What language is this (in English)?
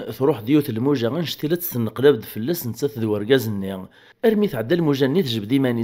Kabyle